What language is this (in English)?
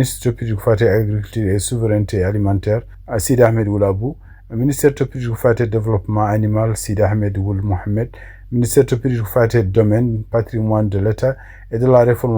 Fula